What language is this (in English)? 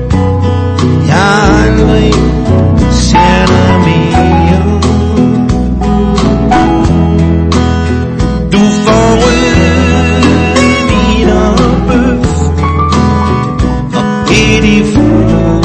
Danish